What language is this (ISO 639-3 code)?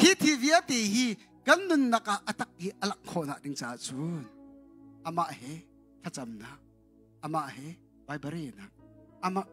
cnh